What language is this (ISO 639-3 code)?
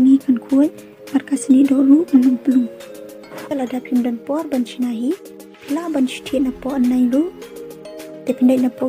kha